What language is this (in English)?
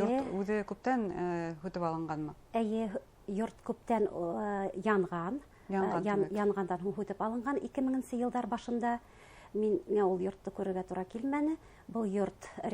Bashkir